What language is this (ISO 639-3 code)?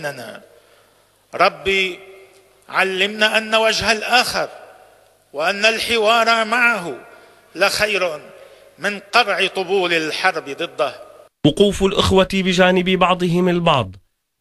ara